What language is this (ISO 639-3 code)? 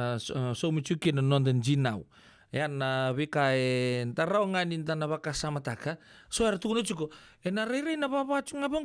fij